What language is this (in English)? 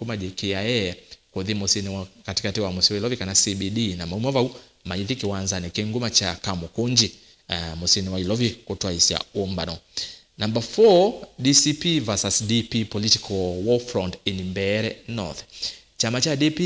Kamba